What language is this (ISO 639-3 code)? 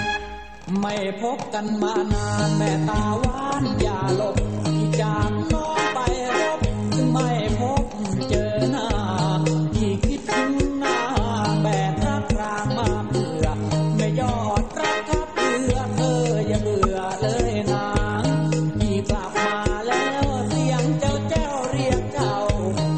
tha